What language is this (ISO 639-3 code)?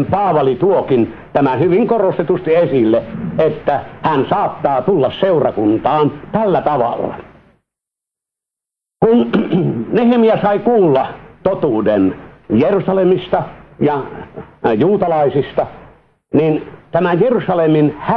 fin